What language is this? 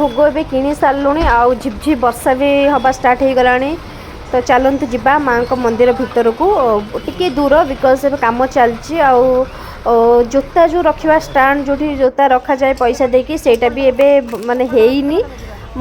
Odia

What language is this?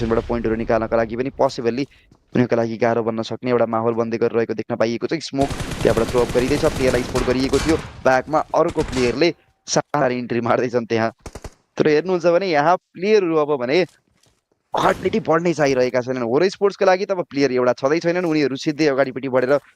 Nepali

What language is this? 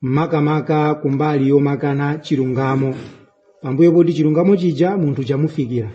Nyanja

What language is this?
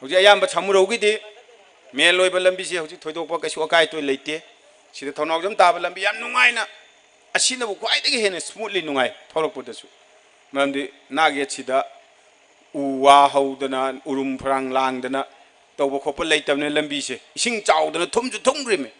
Manipuri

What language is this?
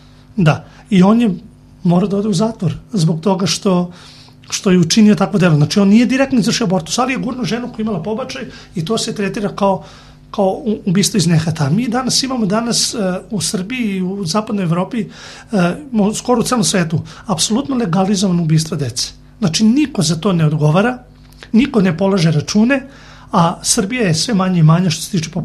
Serbian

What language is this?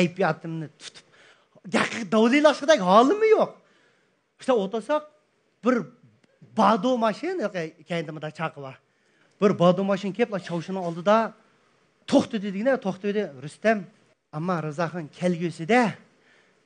Uyghur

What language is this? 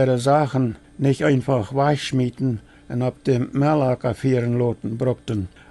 Plautdietsch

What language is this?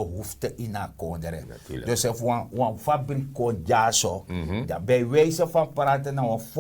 Sranan Tongo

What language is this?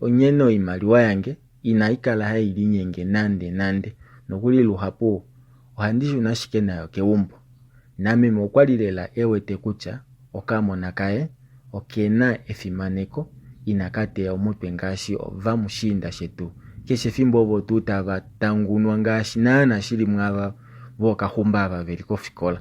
Kuanyama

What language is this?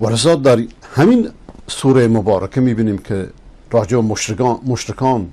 Persian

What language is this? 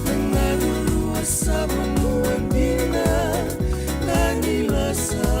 Fijian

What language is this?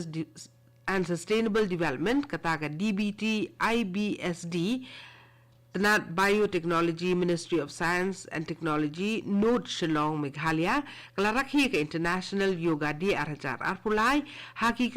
Khasi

